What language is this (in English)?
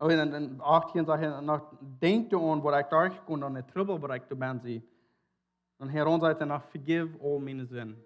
Plautdietsch